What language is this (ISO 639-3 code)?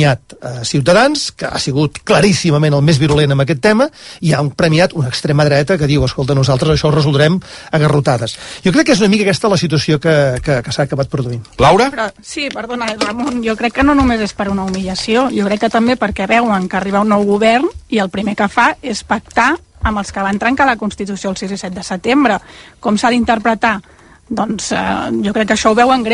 cat